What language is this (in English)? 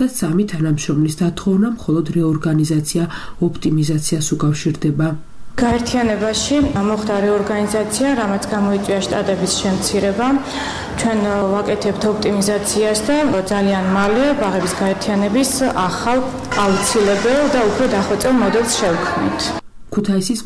Georgian